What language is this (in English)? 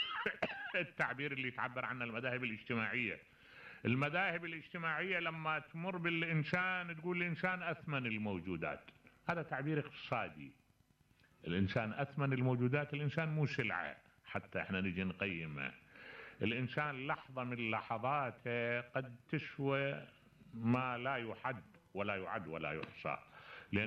Mesopotamian Arabic